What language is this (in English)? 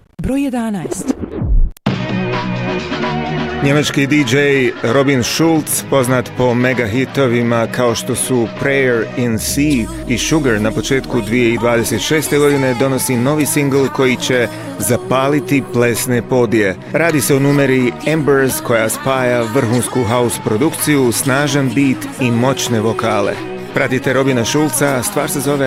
Croatian